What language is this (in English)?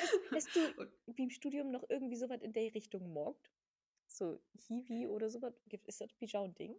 Low German